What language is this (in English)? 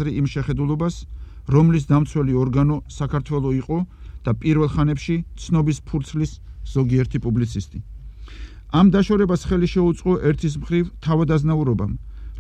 Georgian